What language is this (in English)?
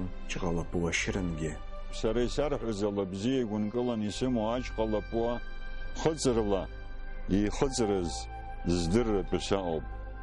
Abkhazian